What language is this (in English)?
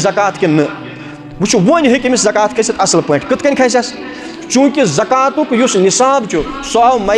Kashmiri